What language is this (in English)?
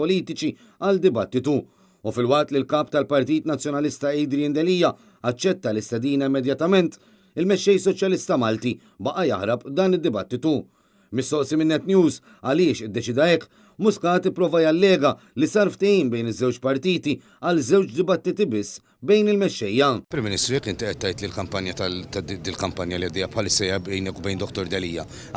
Maltese